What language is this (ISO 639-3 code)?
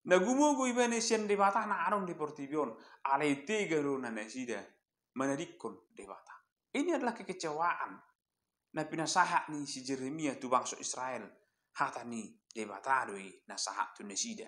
bbc